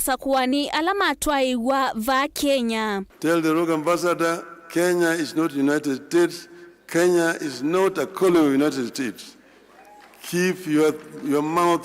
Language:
Kamba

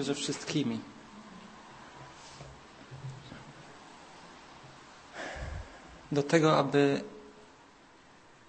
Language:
Polish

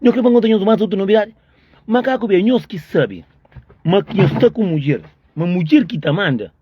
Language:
Kabuverdianu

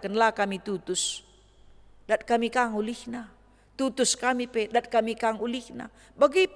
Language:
Batak Karo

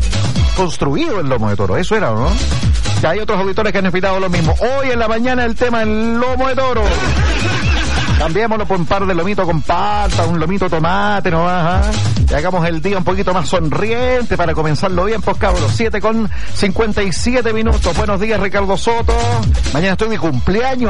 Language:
Spanish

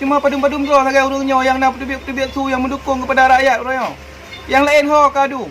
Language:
Achinese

